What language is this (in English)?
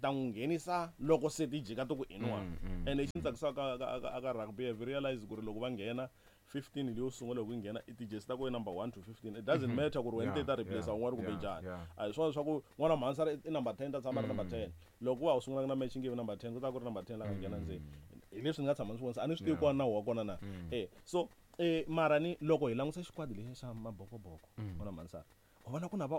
Tsonga